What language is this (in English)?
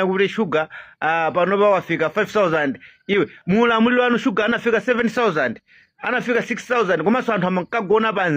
Nyanja